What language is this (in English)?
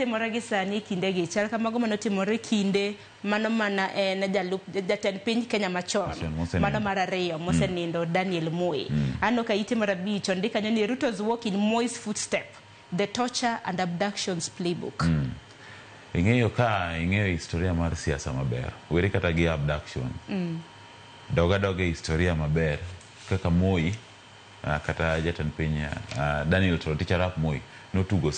Luo (Kenya and Tanzania)